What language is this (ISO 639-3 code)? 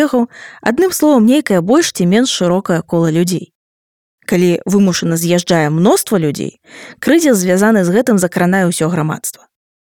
bel